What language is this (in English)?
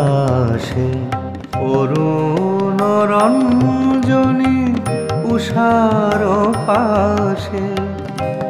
Bangla